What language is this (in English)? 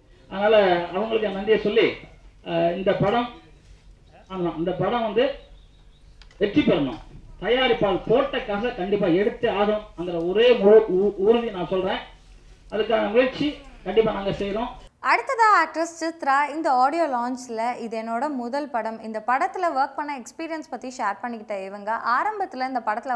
Tamil